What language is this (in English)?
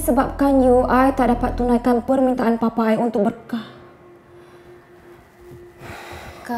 Malay